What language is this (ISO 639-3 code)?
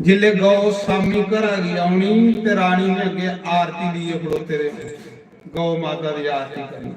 doi